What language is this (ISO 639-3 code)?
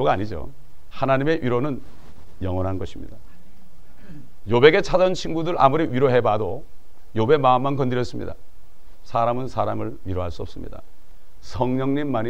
kor